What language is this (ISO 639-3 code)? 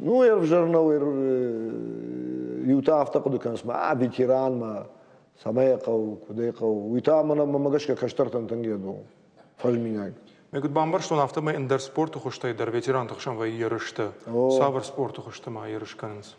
oss